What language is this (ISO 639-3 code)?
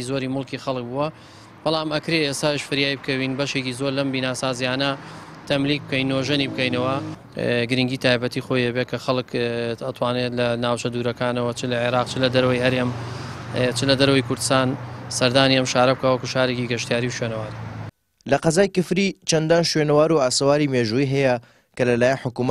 ckb